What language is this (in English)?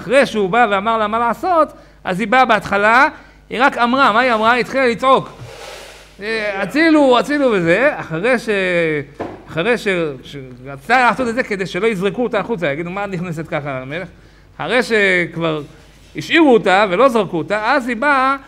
Hebrew